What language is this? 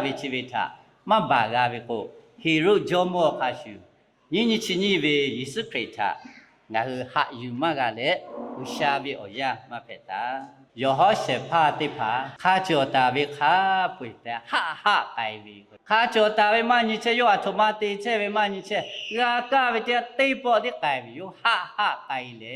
Lahu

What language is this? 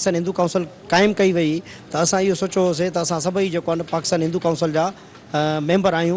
Sindhi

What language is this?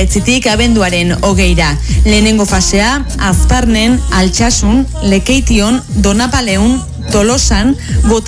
Basque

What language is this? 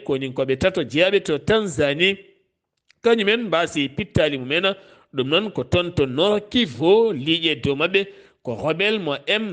Fula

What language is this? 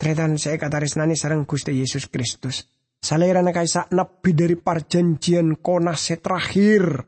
Madurese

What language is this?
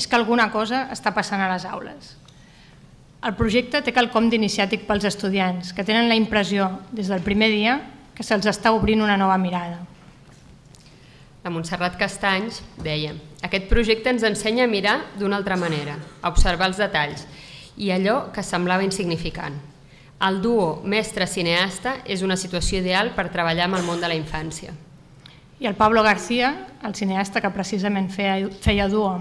Catalan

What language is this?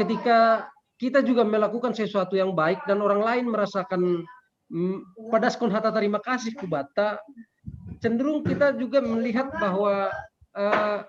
Batak Simalungun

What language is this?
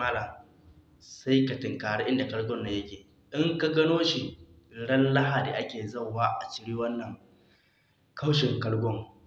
Hausa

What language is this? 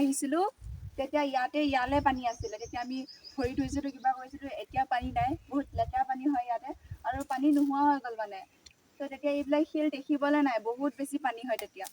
Assamese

